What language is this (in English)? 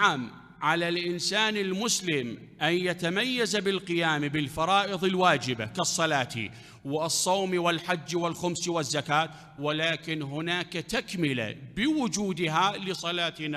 Mesopotamian Arabic